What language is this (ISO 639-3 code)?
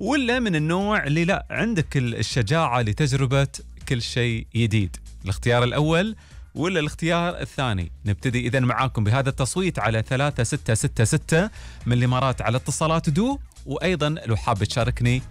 afb